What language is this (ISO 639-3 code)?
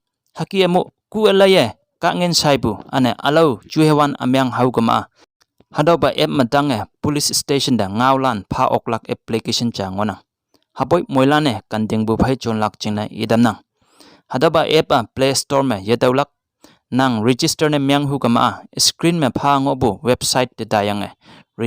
nbe